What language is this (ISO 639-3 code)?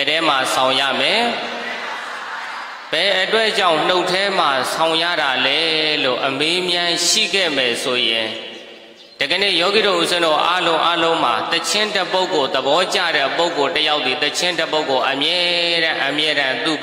mya